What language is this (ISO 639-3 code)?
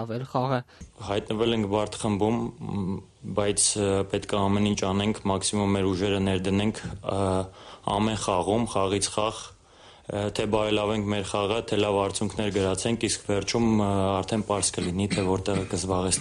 hye